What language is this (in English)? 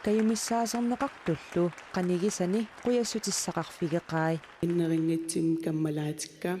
Kalaallisut